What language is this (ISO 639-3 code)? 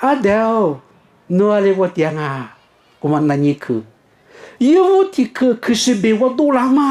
lis